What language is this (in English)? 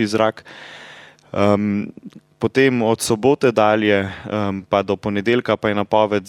Slovenian